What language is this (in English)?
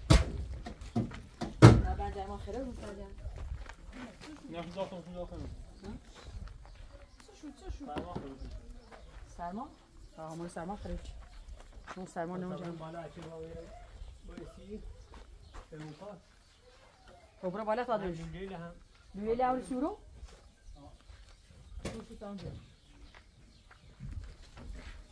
Persian